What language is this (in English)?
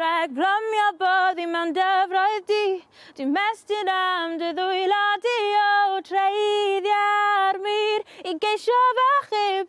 Welsh